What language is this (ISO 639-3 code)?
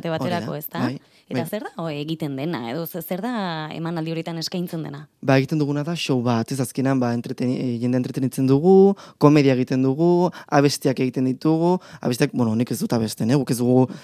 eus